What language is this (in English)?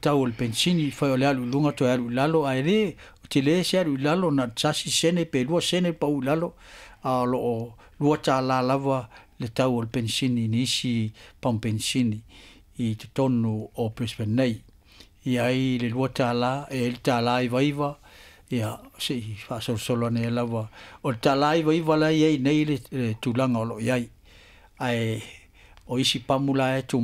Samoan